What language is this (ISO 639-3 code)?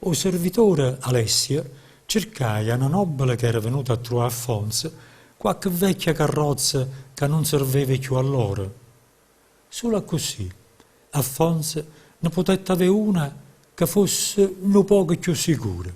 nap